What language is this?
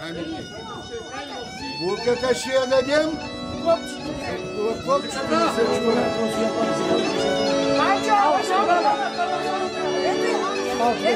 Bulgarian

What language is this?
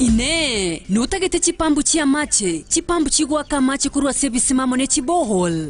Gusii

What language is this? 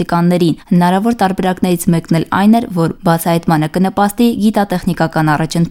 Armenian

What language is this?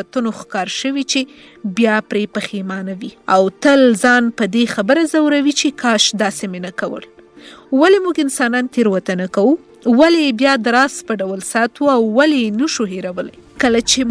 Pashto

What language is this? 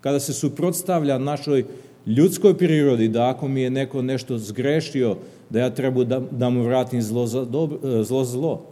Serbian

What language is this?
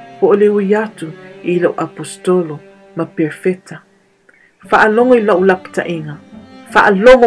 Samoan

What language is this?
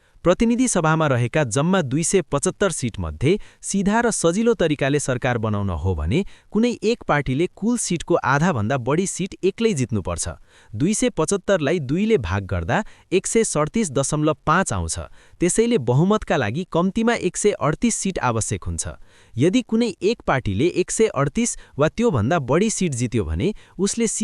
Nepali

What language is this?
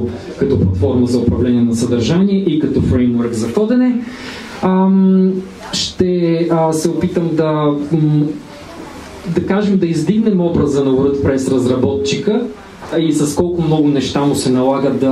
Bulgarian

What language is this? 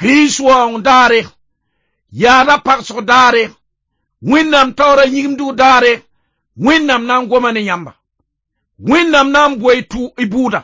Mossi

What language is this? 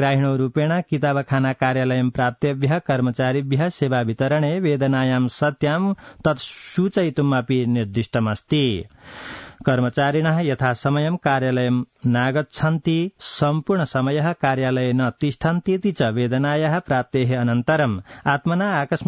Sanskrit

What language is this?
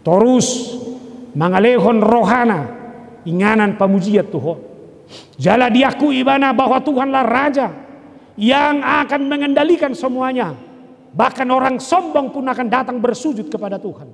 Batak Toba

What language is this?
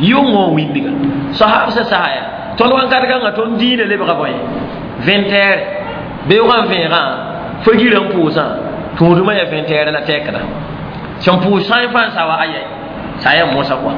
Mossi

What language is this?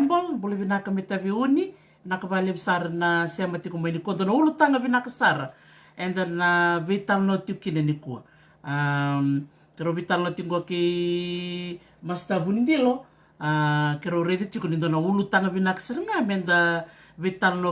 Fijian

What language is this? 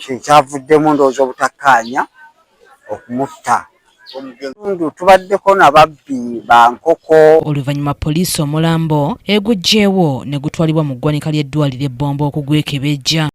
Ganda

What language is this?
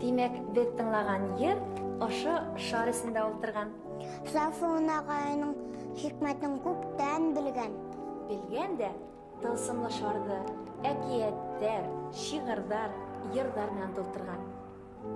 Bashkir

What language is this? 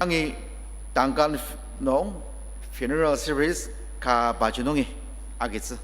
Ao Naga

